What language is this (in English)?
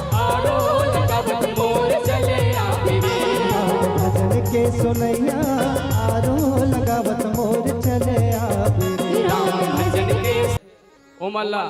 Chhattisgarhi